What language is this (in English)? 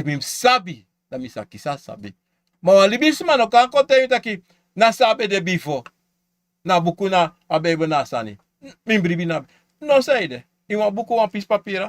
Sranan Tongo